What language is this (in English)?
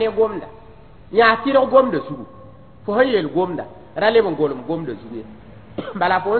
Mossi